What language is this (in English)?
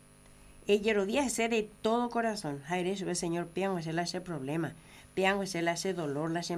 Guarani